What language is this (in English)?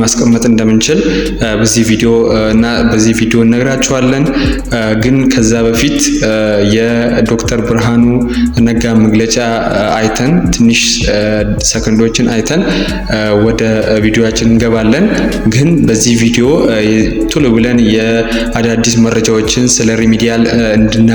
Amharic